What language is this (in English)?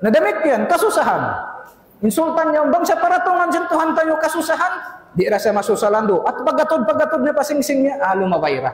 Tausug